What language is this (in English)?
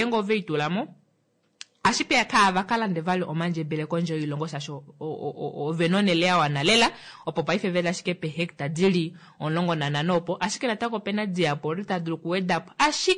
Kuanyama